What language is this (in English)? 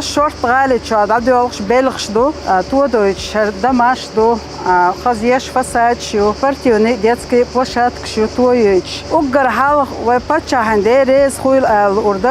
Chechen